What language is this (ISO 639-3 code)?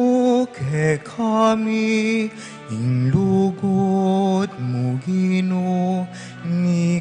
pam